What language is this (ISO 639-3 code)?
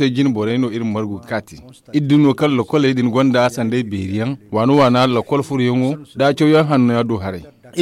dje